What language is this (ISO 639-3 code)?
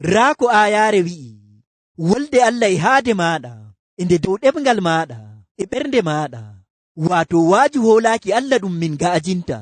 ful